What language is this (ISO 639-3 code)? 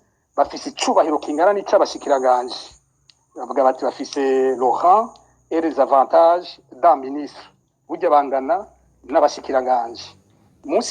run